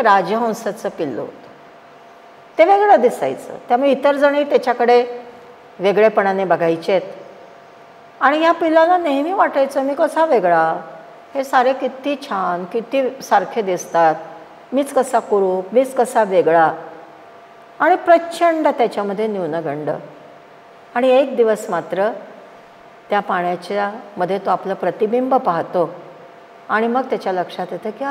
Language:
Marathi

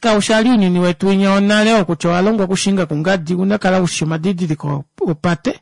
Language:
Kuanyama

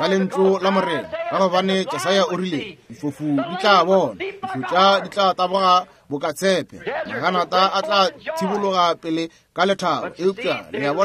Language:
Northern Sotho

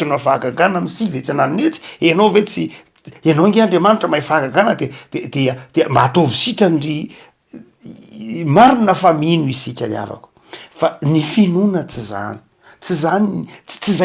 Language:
Malagasy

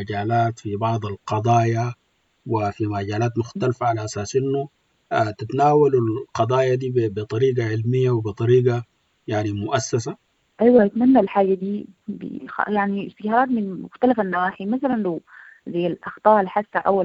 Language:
Sudanese Arabic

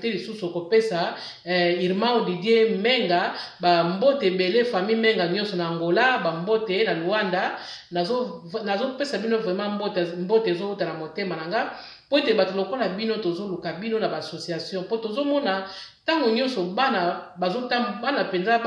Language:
Lingala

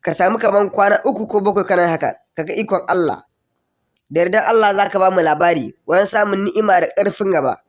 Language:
Hausa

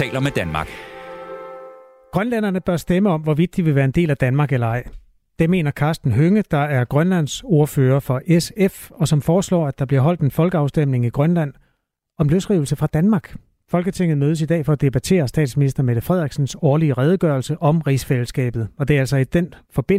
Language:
Danish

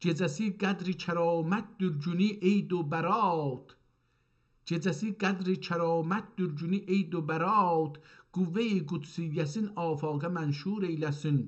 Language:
South Azerbaijani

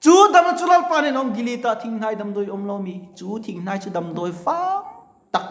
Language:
Mizo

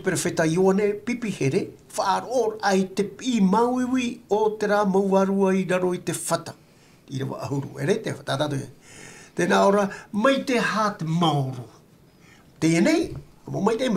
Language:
Tahitian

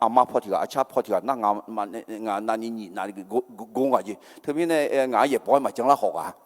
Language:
Akha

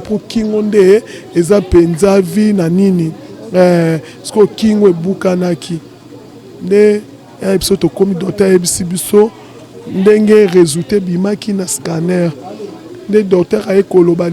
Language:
Lingala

